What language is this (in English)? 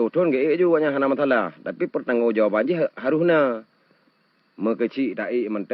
Achinese